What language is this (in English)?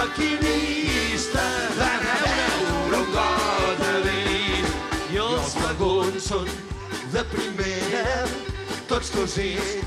Catalan